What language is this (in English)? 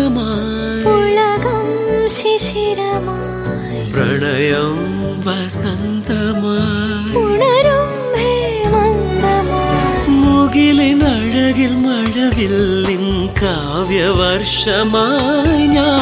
Malayalam